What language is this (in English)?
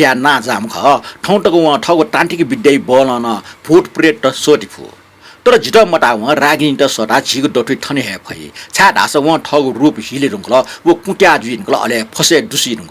Newari